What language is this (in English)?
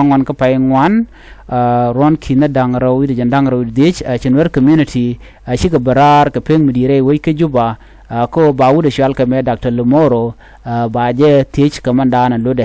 Nuer